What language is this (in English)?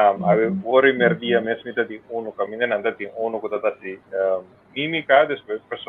Papiamento